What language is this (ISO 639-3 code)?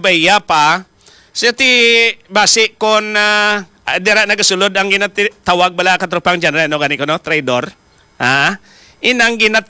hil